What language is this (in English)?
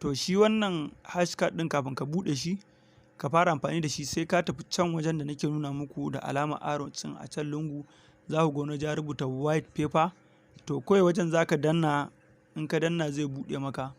Hausa